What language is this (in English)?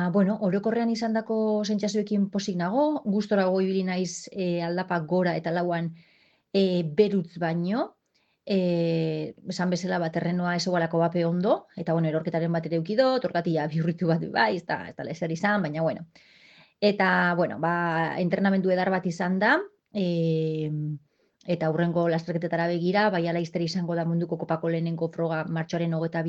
Basque